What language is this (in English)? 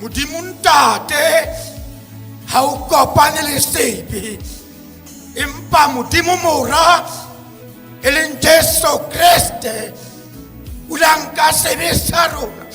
Southern Sotho